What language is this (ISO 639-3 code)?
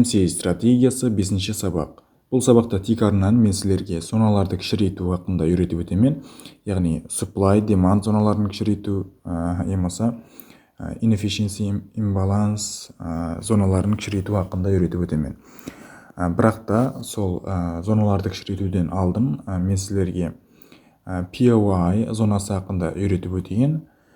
kaa